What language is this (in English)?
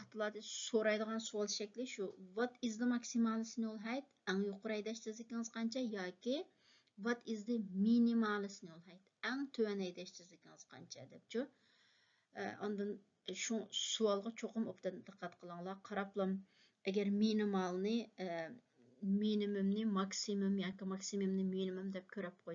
Uyghur